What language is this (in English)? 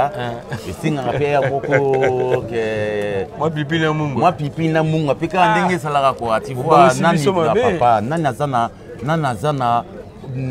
Lingala